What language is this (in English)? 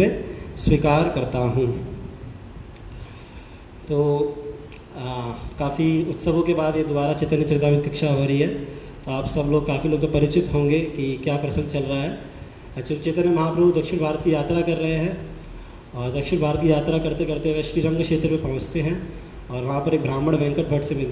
Hindi